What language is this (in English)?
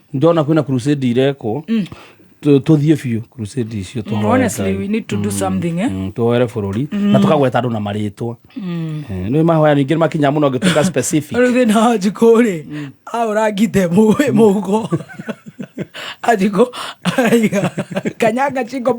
Kikuyu